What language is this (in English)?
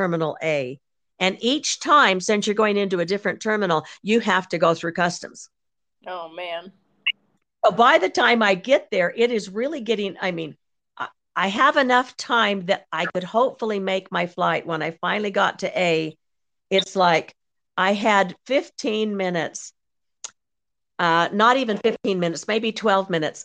English